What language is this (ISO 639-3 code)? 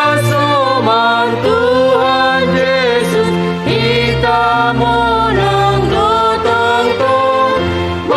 bts